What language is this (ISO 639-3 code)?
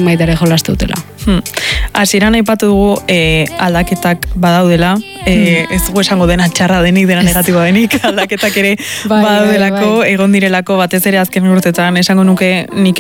eus